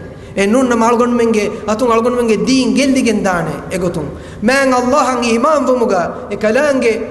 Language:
Divehi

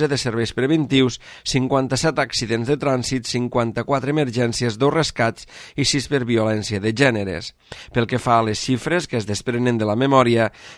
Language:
Catalan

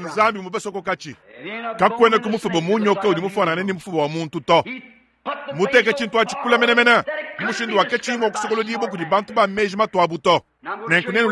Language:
Luba-Lulua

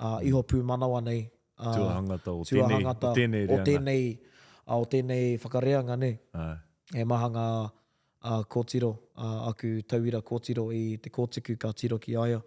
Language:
Māori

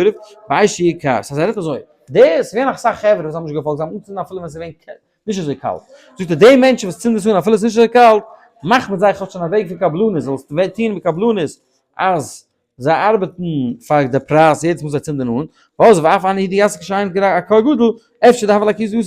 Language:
Yiddish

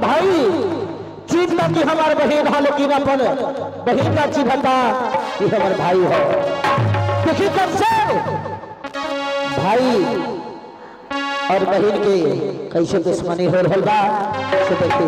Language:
Bhojpuri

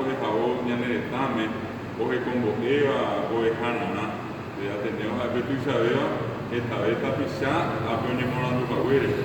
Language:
Guarani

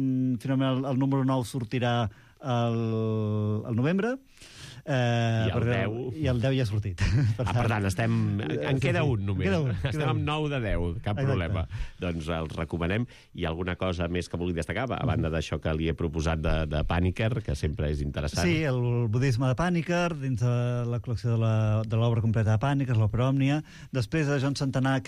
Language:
Catalan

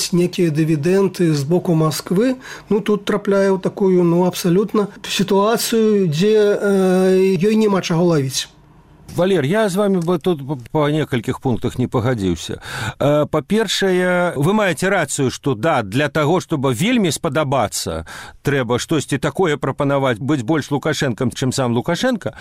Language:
Belarusian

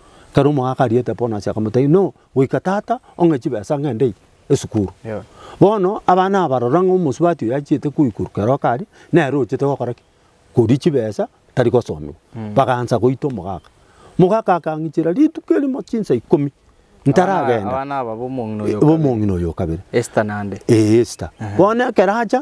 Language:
Gusii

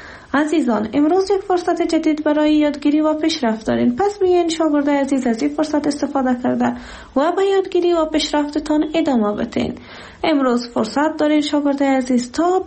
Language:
Persian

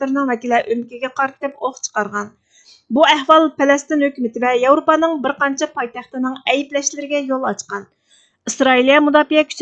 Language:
Uyghur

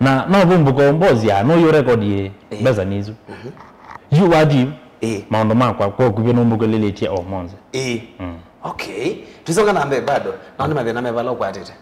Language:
Kamba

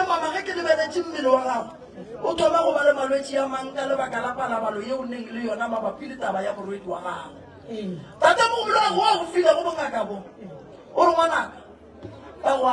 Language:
Northern Sotho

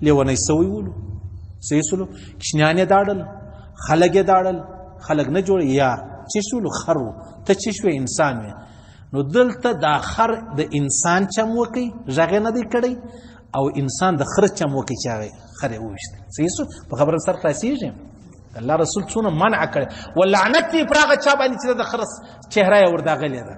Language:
Pashto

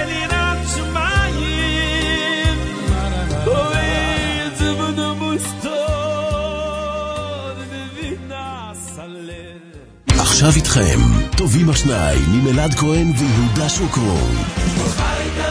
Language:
Hebrew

